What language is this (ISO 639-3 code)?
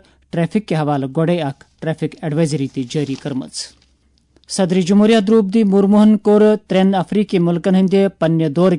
kas